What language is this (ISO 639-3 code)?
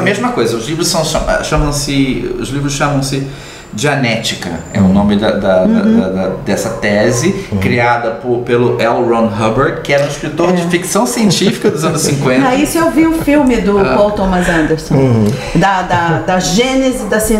por